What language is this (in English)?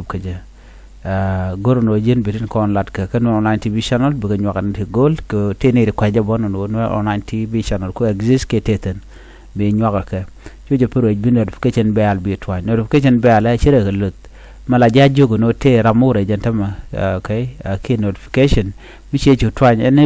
Nuer